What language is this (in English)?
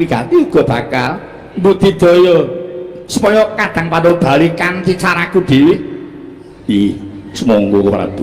Javanese